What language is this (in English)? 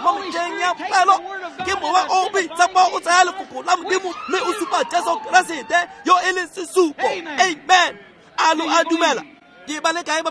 Tswana